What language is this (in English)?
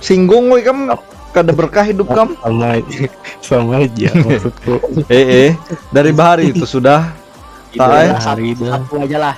Banjar